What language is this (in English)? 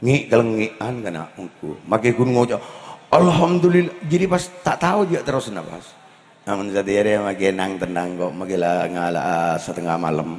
Madurese